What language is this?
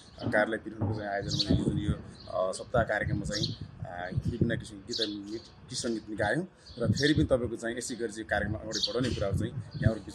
Nepali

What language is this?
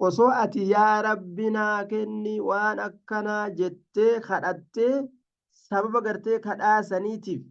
Oromo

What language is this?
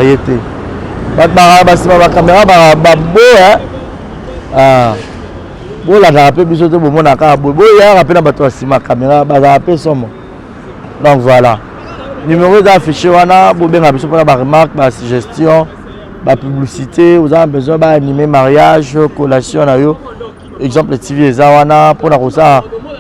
Lingala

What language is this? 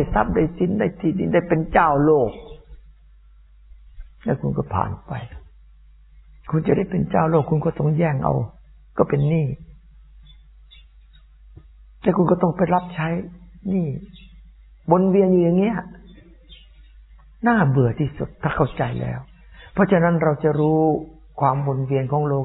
Thai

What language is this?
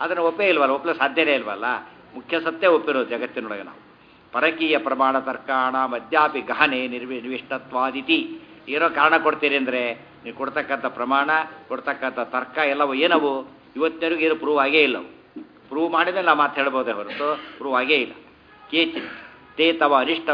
Kannada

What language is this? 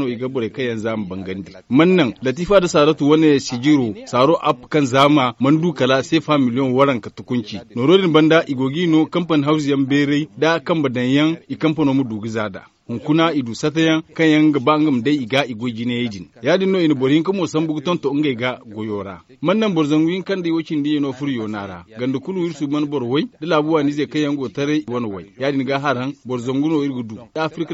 Zarma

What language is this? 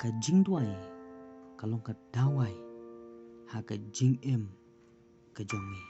Khasi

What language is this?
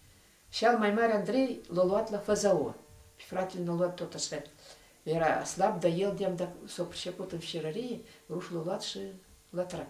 Romanian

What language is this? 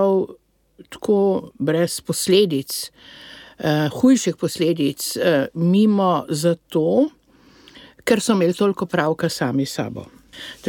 Slovenian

